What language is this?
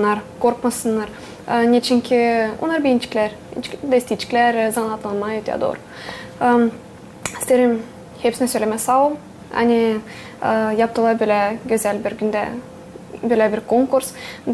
Gagauz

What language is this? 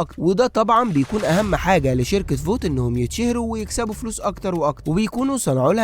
Egyptian Arabic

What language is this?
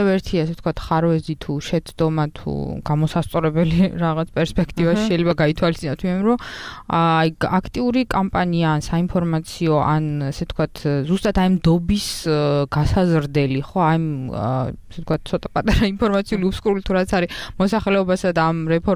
Georgian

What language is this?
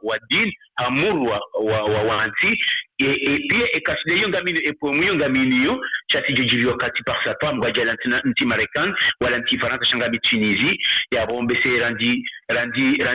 Ngazidja Comorian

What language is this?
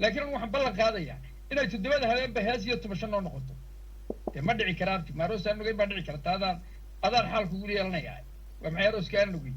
Somali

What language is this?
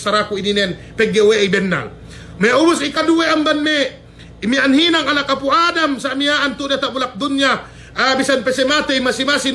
Yakan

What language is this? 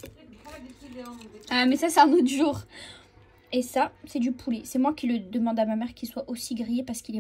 French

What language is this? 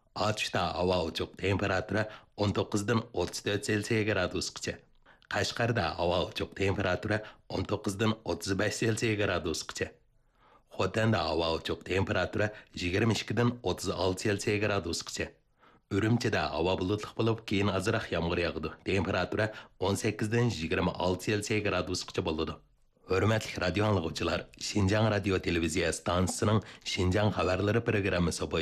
Uyghur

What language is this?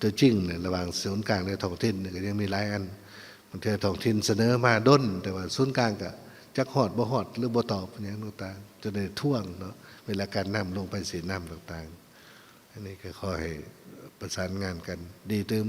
Lao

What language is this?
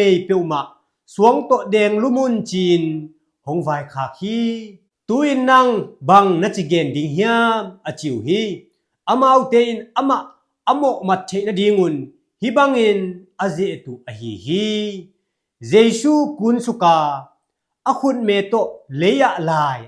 Tedim Chin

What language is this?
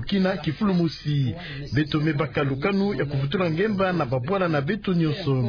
Kituba (Democratic Republic of Congo)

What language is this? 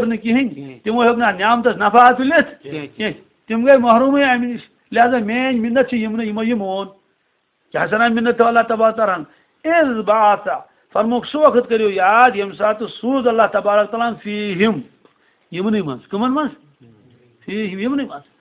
Kashmiri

